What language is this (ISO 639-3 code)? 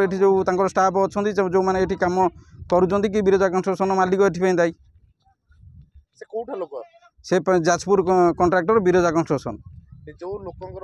ori